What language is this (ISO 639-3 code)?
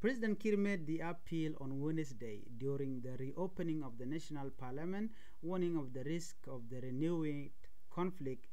nus